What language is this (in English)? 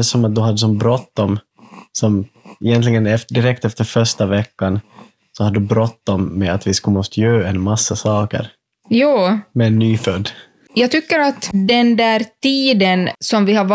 Swedish